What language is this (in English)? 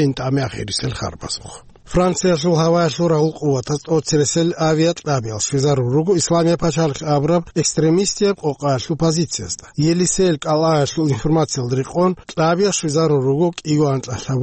Avaric